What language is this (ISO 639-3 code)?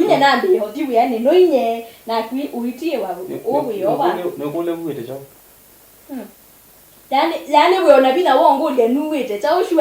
kam